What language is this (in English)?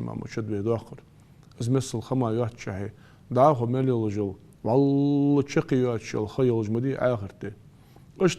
Ingush